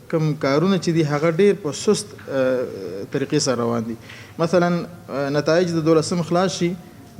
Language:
Pashto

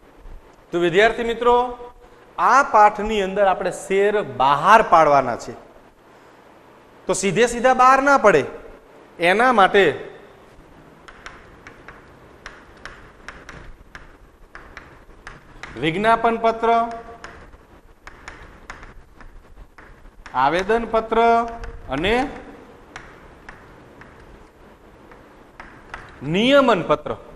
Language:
Gujarati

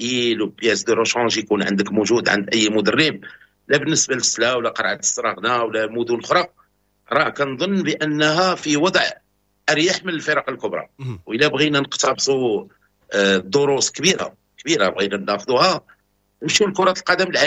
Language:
Moroccan Arabic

